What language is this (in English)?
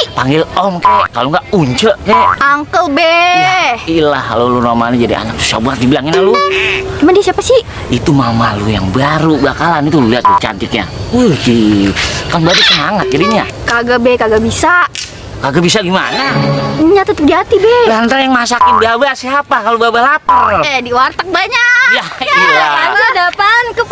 Betawi